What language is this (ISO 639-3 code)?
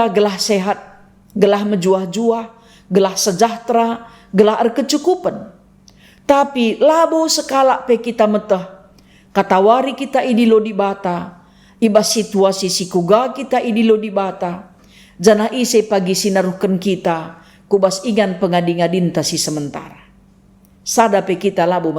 btx